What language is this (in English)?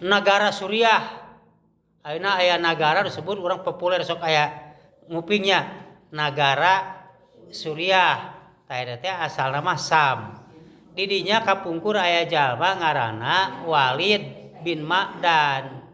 Sundanese